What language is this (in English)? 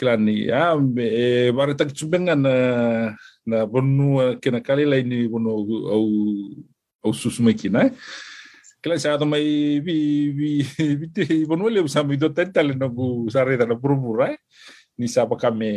Fijian